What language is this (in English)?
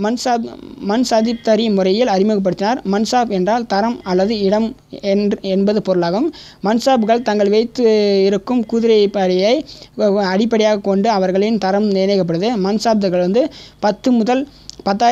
Tamil